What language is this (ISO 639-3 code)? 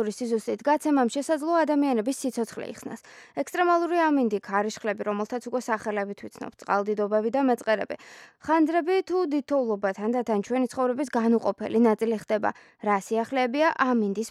kat